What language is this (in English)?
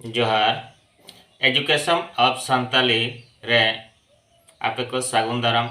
Santali